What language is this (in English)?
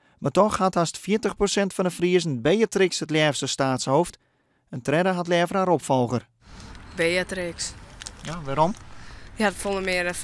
Western Frisian